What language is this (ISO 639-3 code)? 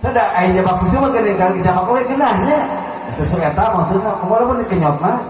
sun